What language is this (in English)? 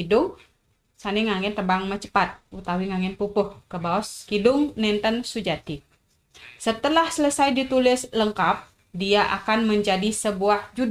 Balinese